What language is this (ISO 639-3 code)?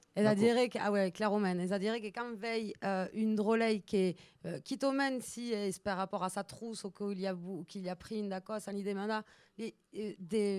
oci